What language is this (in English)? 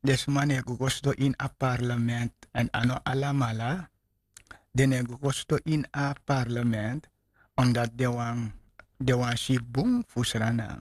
Sranan Tongo